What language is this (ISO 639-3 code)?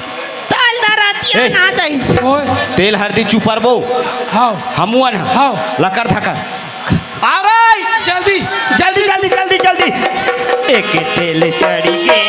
hne